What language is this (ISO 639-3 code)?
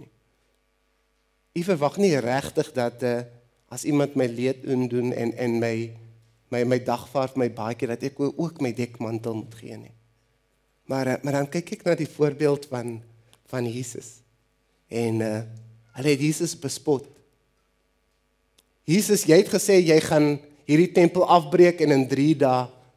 afr